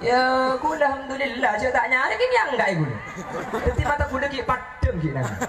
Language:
Madurese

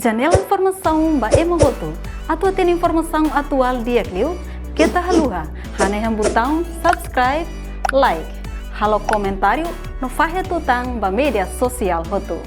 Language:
Tetum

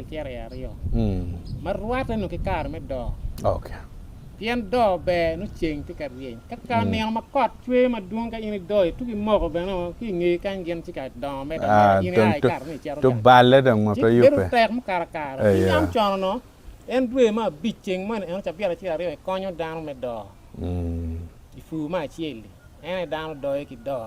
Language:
Acoli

